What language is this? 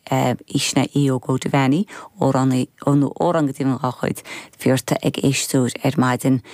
Irish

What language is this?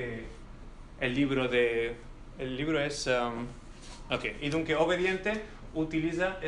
Ladino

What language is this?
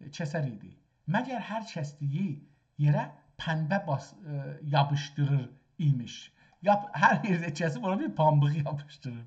South Azerbaijani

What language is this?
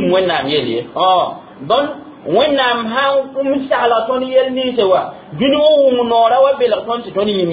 Mossi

